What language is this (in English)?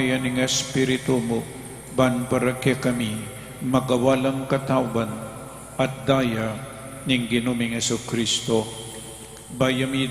Pampanga